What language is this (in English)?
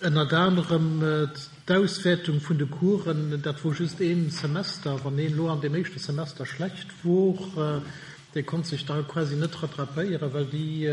Luxembourgish